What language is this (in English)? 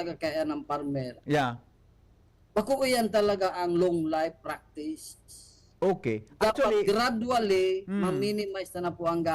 Bikol